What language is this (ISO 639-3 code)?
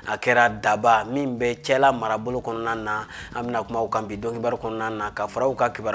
bam